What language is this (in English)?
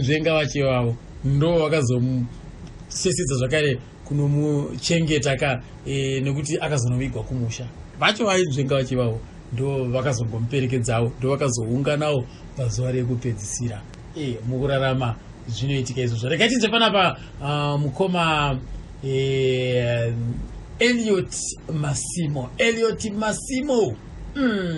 Shona